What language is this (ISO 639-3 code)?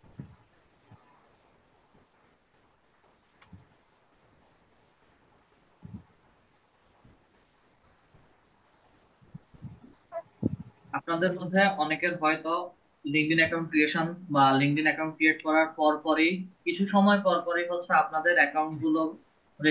ben